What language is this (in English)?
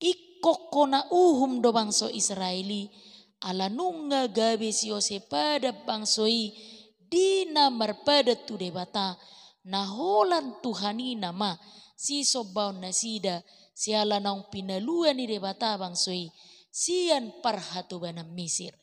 Batak Toba